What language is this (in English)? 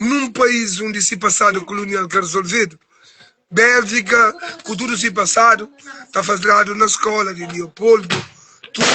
Kabuverdianu